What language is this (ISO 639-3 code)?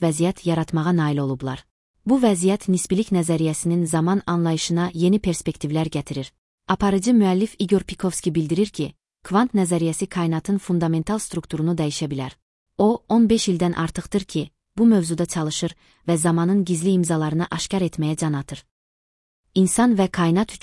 aze